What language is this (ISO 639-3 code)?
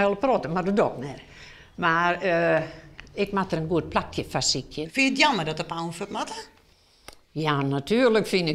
fry